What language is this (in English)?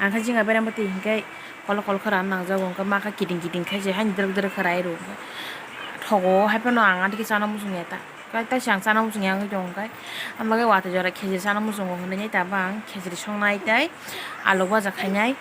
Kok Borok